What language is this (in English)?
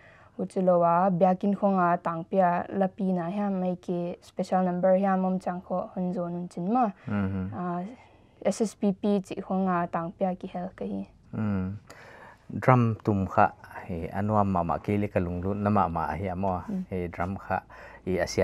Paite Chin